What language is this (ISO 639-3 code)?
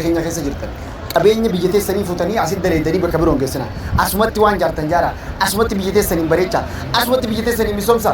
orm